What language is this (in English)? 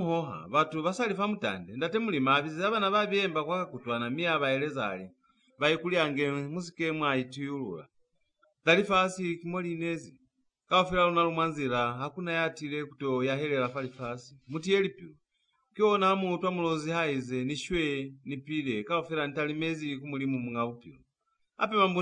Lozi